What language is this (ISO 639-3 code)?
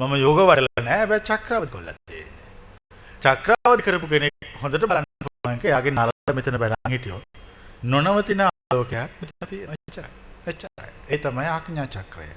sin